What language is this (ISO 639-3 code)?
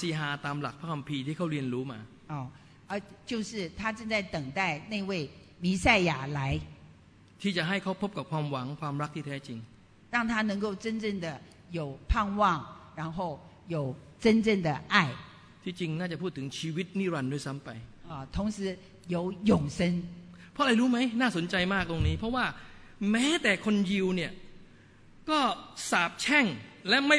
tha